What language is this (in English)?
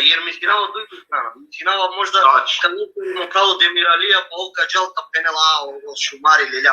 Balkan Romani